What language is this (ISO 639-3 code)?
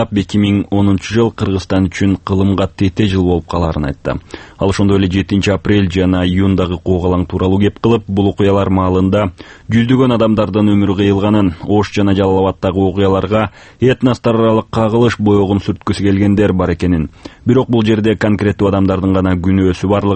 kir